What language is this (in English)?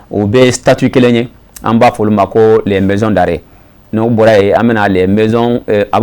Bambara